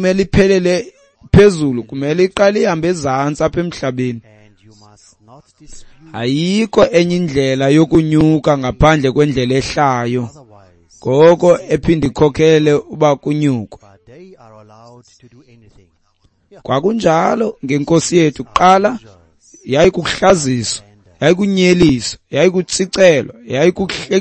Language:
Xhosa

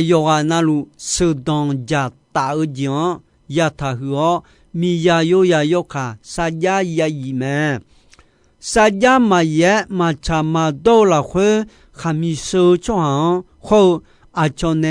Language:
Akha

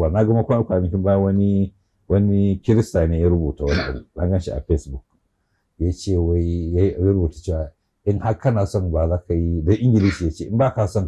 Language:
Hausa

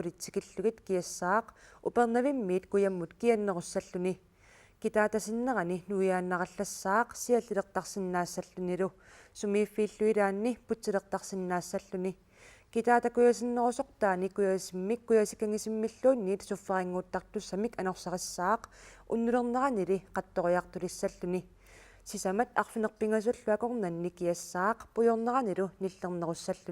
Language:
Kalaallisut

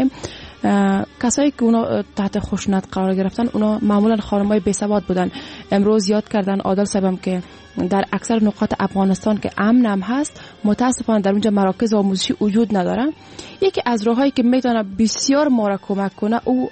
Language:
Persian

